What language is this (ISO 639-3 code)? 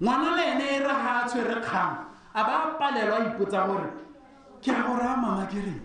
tsn